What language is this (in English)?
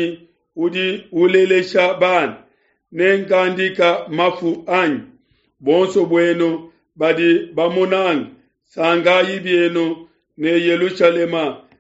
Luba-Lulua